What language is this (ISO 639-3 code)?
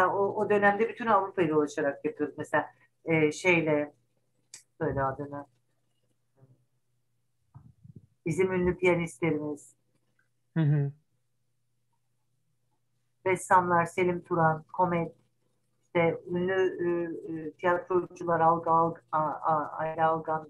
tur